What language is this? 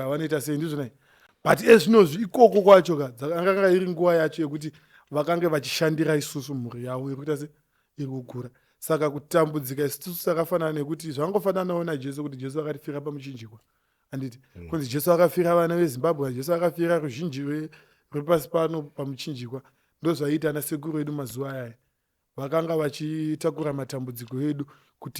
Shona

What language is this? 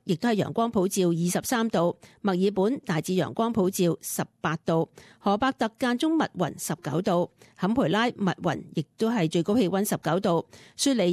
Cantonese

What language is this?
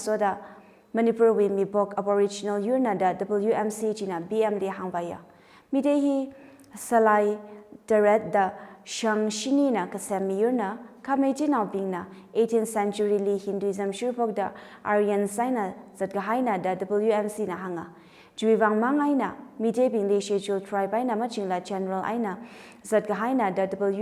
Tangkhul Naga (India)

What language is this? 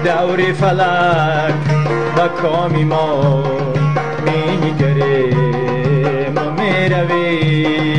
Persian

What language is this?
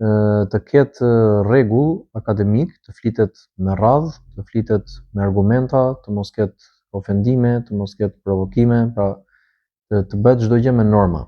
Albanian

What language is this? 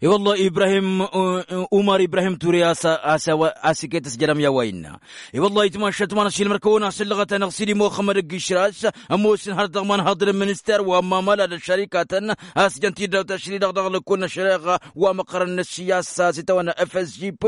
Tamasheq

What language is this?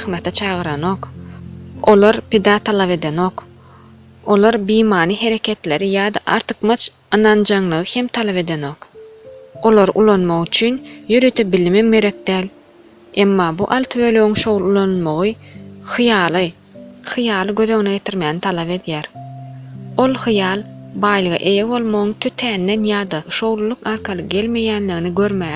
Turkmen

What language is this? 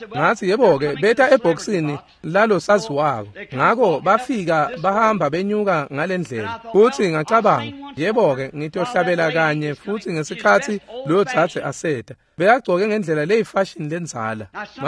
Swati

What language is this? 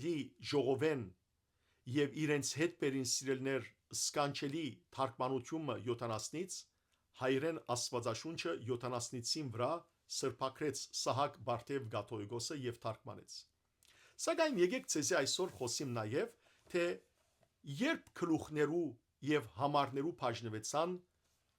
Western Armenian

